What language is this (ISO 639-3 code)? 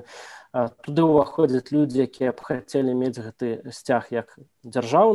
bel